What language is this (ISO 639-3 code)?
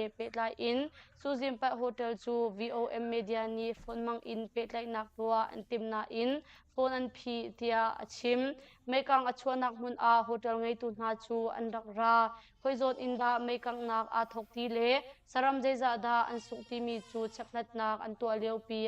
cnh